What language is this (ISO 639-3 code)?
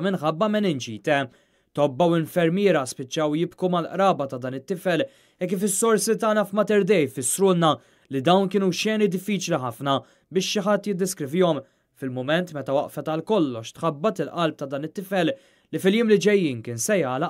mlt